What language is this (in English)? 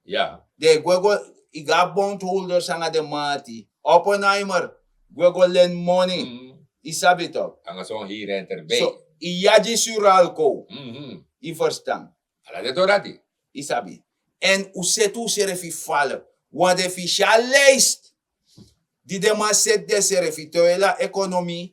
Sranan Tongo